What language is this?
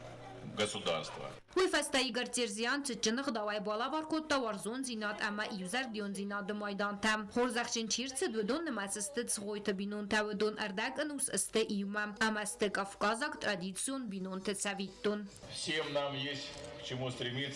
Ossetic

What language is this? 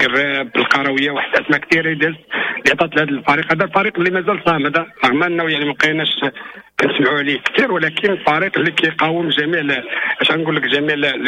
Moroccan Arabic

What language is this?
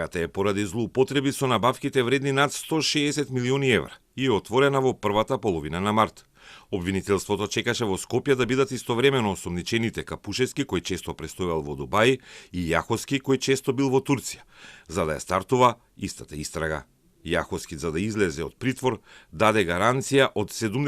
Macedonian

